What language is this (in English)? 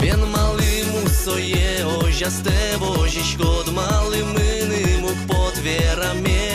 Udmurt